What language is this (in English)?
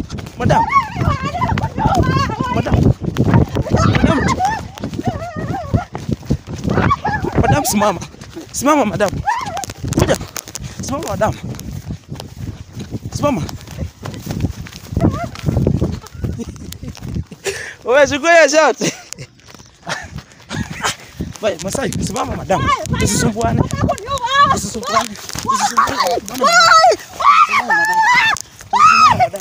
Swahili